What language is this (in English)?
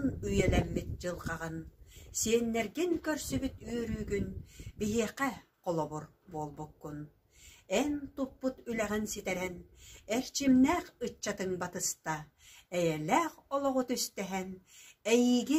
Yakut